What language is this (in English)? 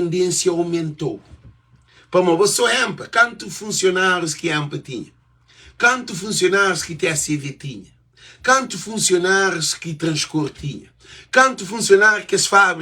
Kabuverdianu